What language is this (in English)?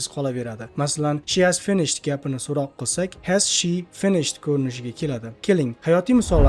Uzbek